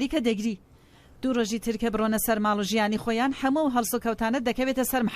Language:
Central Kurdish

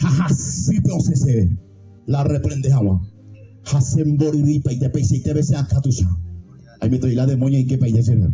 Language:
Guarani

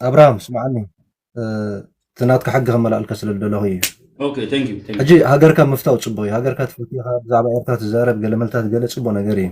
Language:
Tigrinya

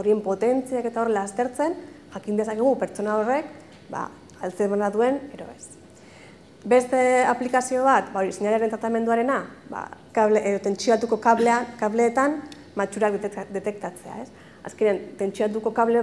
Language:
Basque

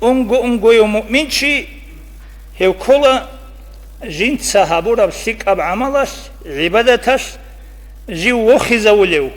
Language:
Avaric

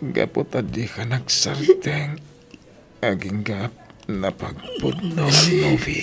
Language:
Iloko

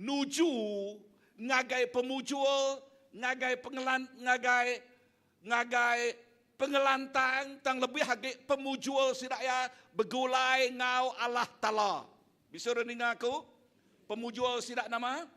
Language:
Iban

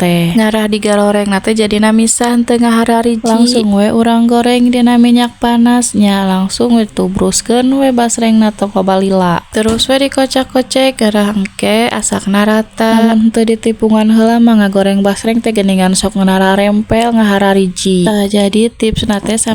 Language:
Sundanese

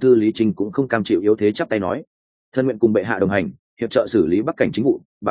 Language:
Vietnamese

